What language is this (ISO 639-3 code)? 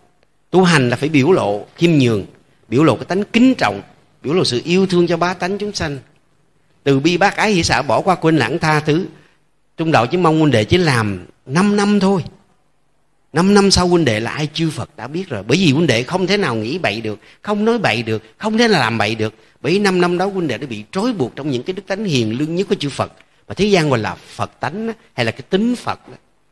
vie